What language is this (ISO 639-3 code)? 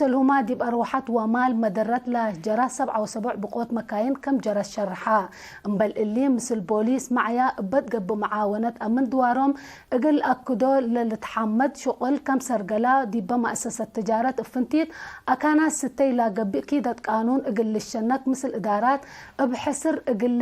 tig